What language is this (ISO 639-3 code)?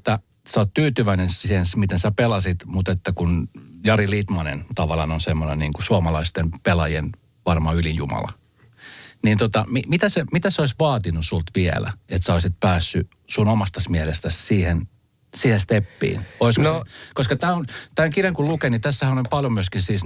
fin